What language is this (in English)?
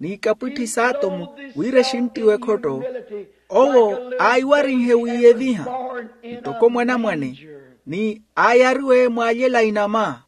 Makhuwa